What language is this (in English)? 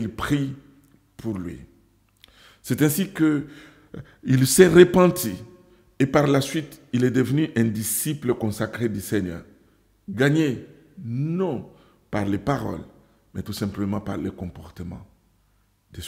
French